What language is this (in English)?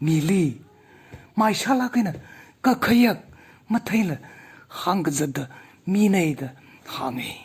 Tangkhul Naga (India)